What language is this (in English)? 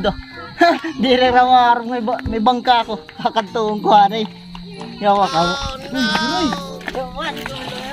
Waray